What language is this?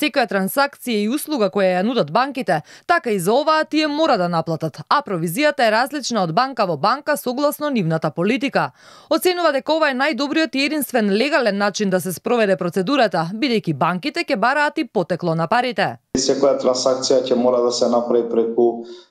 Macedonian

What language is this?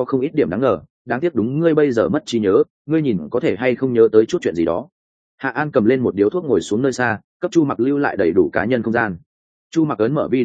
Vietnamese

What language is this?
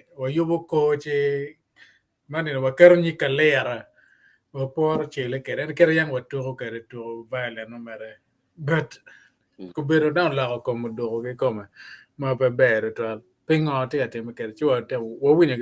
Acoli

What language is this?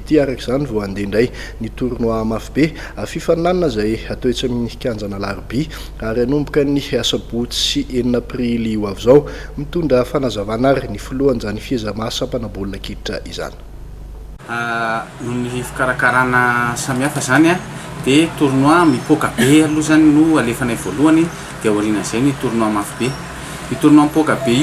Malagasy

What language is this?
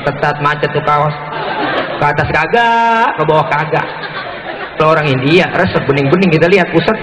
Betawi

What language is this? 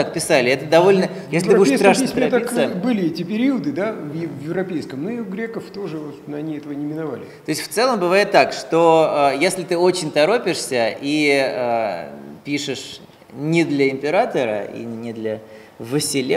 Russian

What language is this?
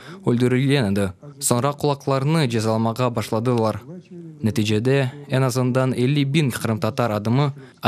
Crimean Tatar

